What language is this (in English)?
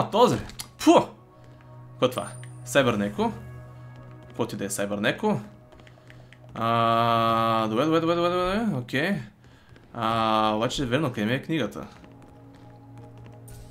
Bulgarian